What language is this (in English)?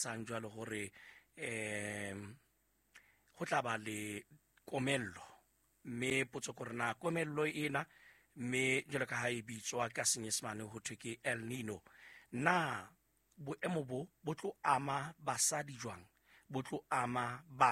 Southern Sotho